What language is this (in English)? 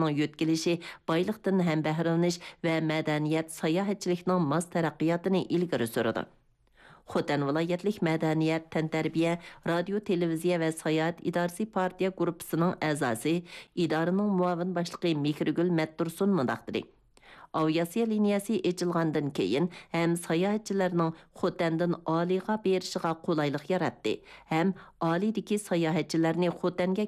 Uyghur